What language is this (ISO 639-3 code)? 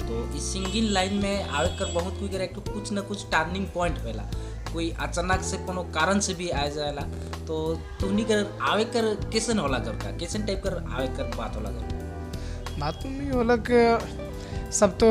sck